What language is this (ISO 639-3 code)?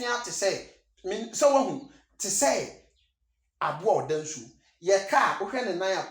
aka